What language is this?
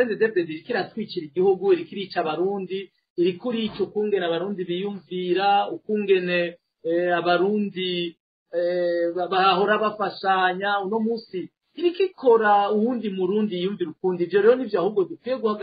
Rundi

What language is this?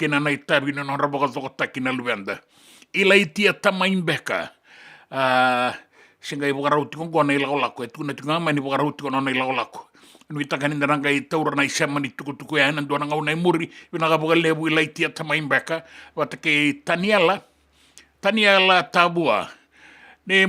Fijian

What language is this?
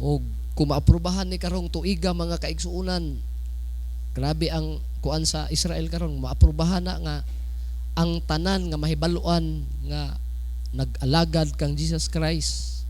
Cebuano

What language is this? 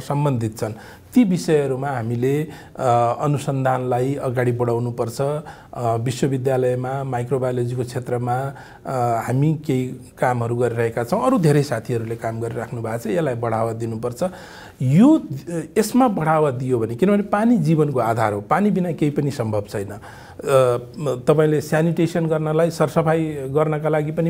Nepali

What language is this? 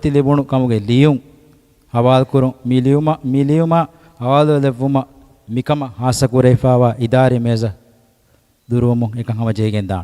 Divehi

